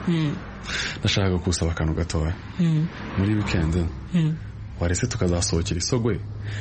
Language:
Kinyarwanda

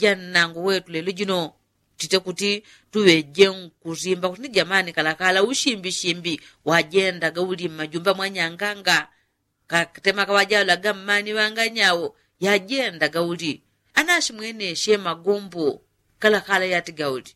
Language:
Yao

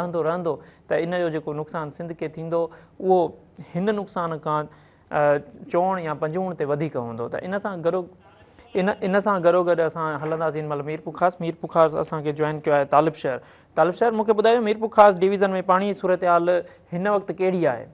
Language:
Sindhi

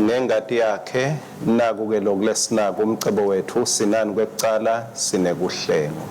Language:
Swati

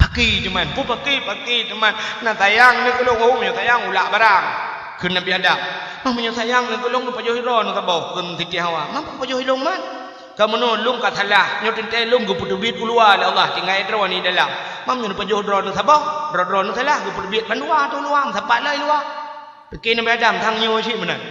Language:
Achinese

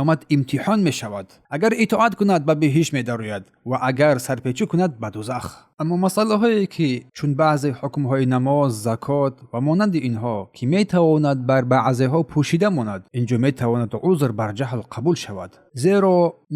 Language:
Tajik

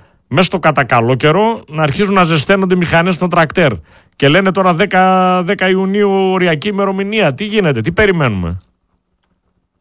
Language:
Greek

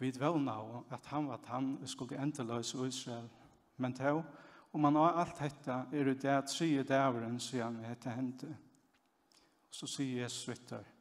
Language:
Faroese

